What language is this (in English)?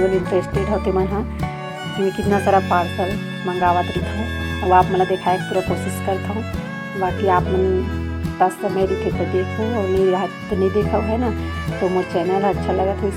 Chhattisgarhi